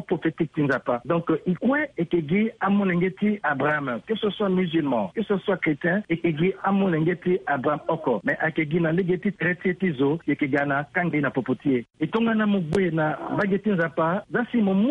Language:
Sango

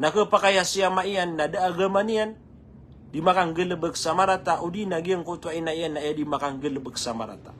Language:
Maranao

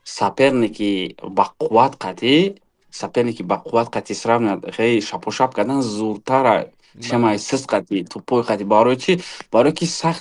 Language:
Tajik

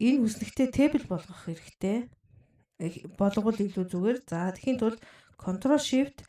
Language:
Mongolian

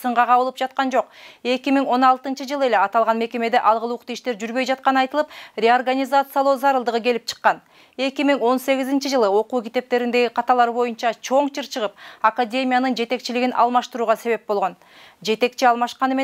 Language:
Kyrgyz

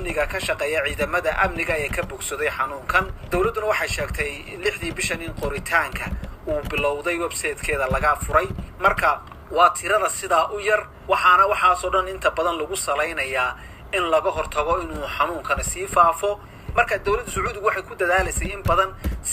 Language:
Somali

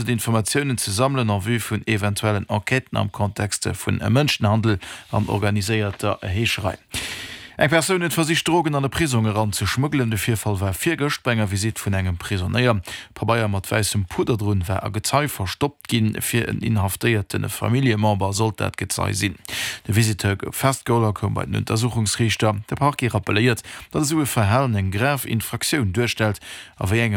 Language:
Luxembourgish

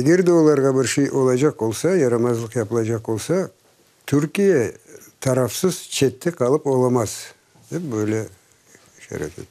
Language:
Crimean Tatar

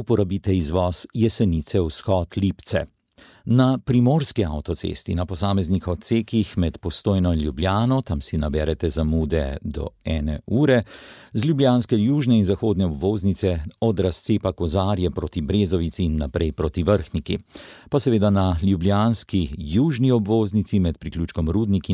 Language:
Slovenian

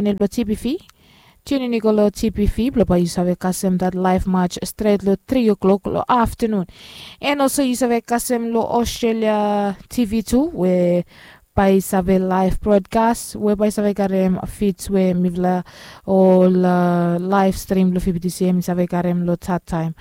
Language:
Bislama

